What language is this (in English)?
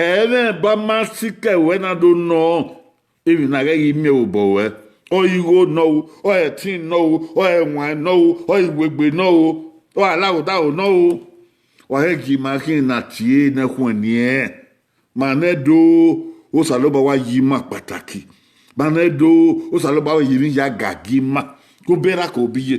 Bini